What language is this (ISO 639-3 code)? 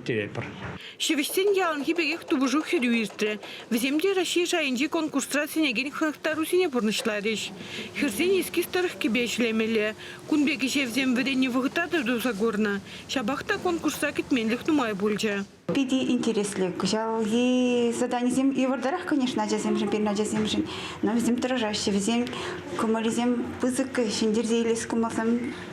chv